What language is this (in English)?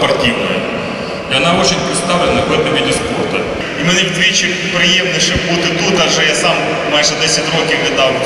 Ukrainian